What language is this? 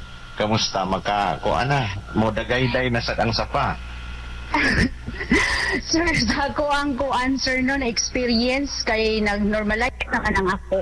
Cebuano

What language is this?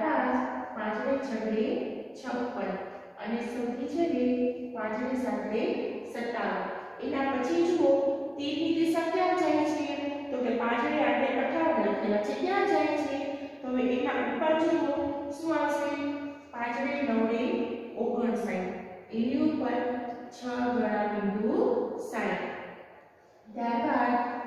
Gujarati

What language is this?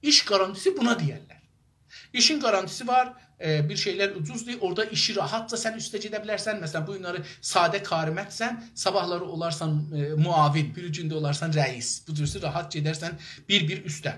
South Azerbaijani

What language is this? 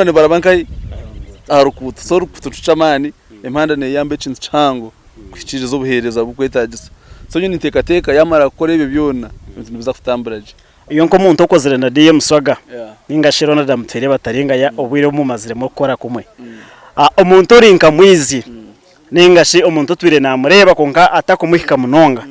Nyankole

